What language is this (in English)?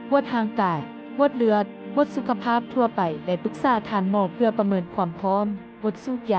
Lao